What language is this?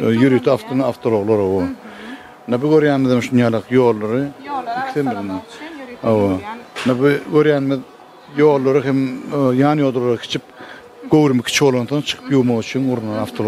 Turkmen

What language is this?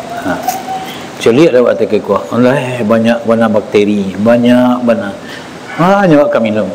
Minangkabau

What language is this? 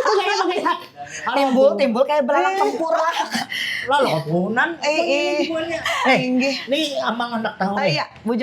Banjar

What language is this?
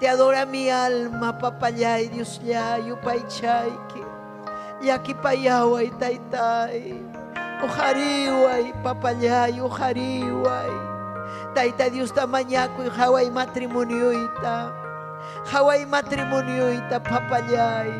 Ayacucho Quechua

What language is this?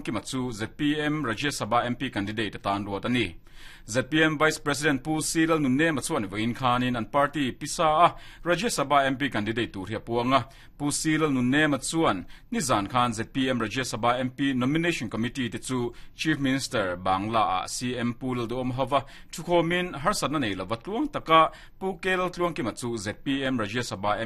Mizo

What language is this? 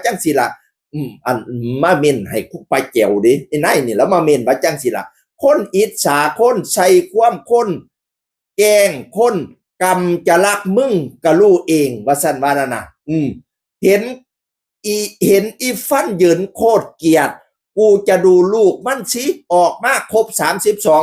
Northeastern Thai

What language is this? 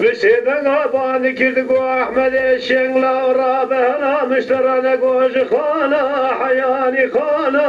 Kurdish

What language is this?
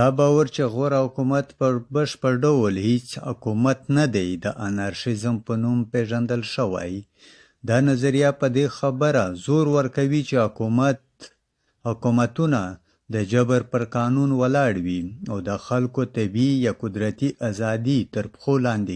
Pashto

